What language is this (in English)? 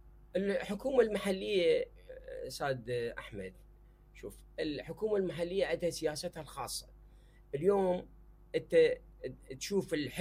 Mesopotamian Arabic